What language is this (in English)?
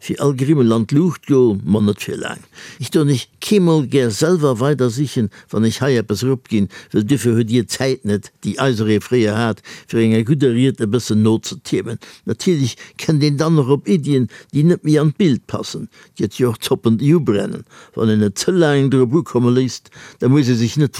Luxembourgish